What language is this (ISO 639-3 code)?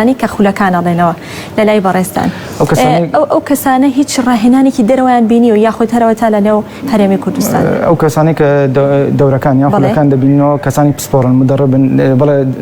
ckb